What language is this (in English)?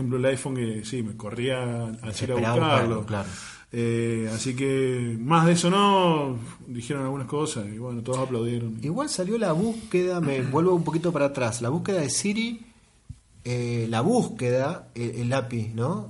Spanish